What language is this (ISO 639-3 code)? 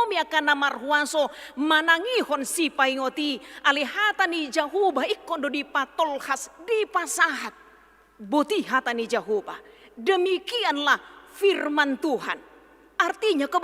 bbc